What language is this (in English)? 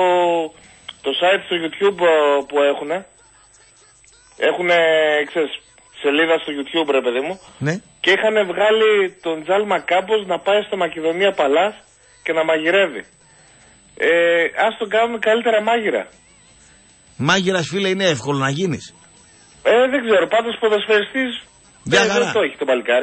Greek